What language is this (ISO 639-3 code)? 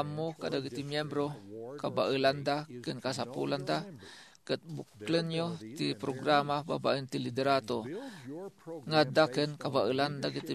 ilo